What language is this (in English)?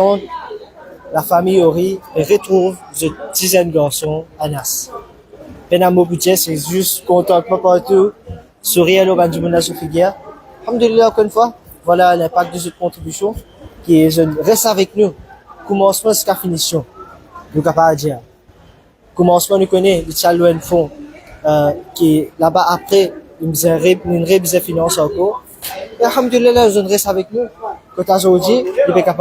Morisyen